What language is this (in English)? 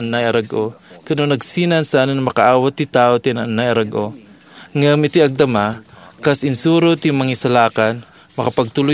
Iloko